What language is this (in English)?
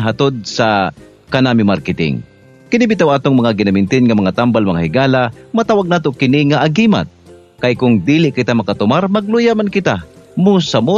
Cebuano